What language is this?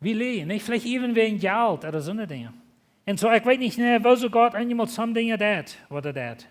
Plautdietsch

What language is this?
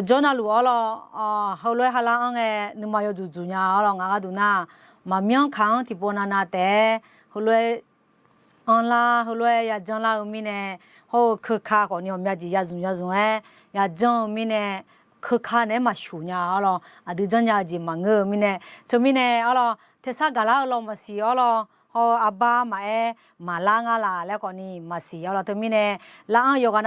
Akha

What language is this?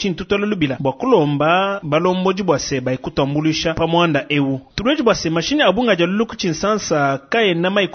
Luba-Lulua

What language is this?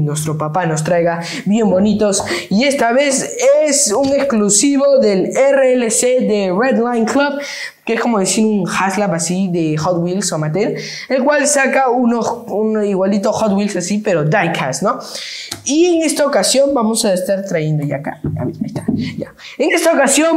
Spanish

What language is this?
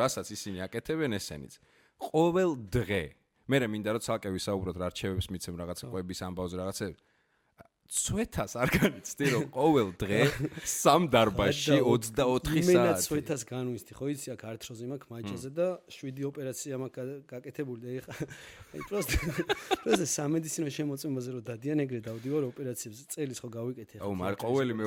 Georgian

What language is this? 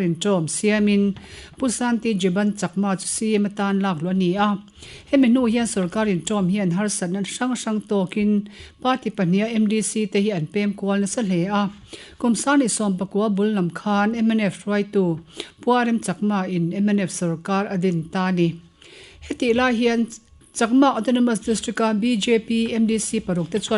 Mizo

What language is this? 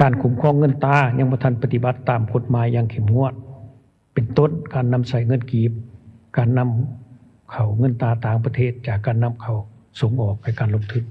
Lao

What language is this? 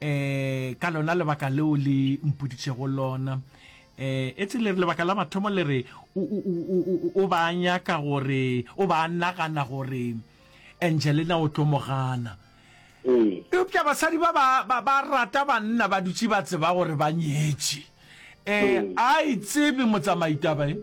Northern Sotho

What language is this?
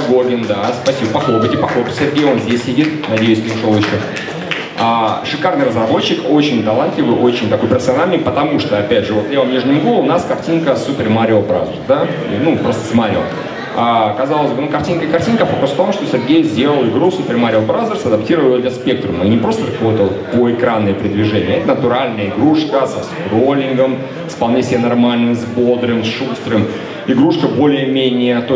Russian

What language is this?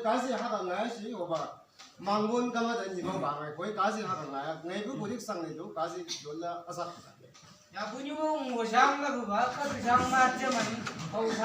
Chang Naga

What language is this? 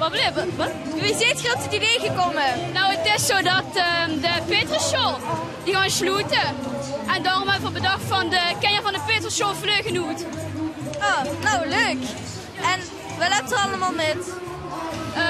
Limburgish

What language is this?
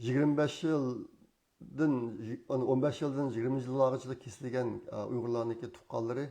Uyghur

